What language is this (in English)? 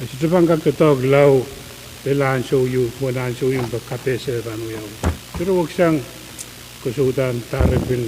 Pohnpeian